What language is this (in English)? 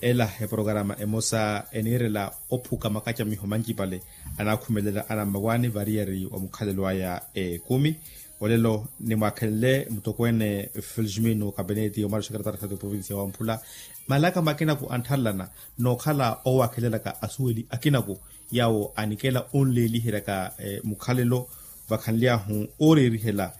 Makhuwa